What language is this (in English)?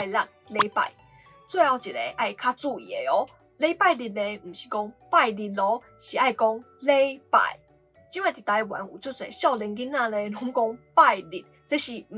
Min Nan Chinese